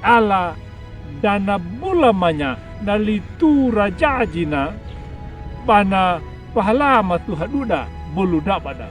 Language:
Anakalangu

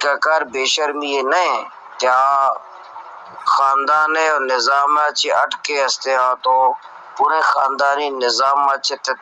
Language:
Baluchi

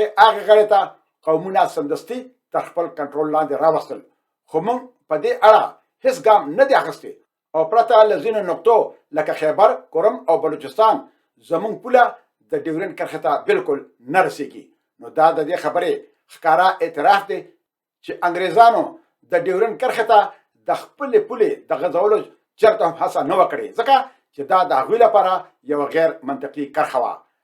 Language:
Pashto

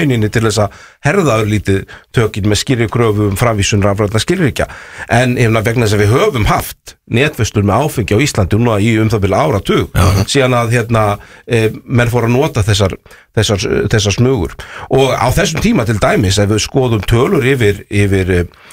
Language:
Icelandic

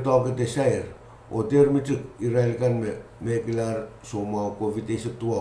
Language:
Pohnpeian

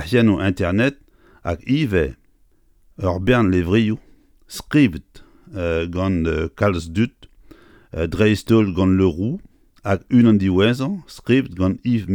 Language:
Breton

